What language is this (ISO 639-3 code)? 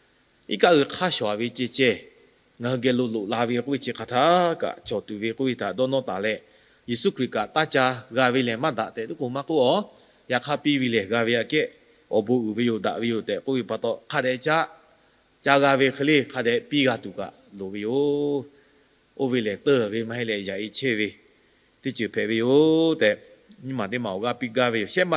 lhu